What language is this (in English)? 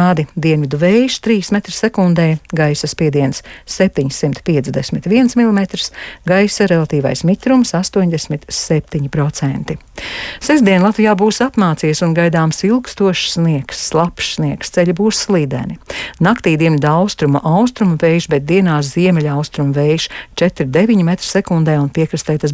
Latvian